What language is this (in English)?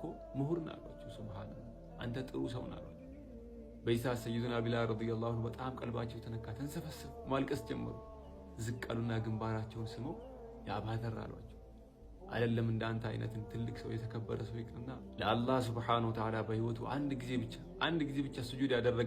Amharic